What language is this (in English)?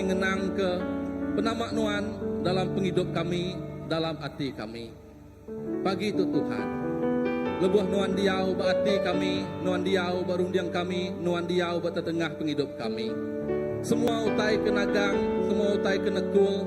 Iban